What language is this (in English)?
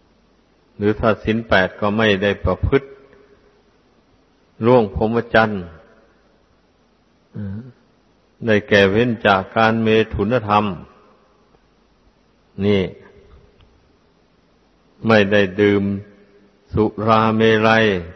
Thai